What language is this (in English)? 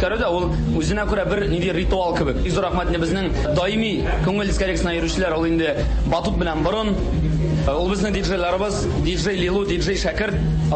Tatar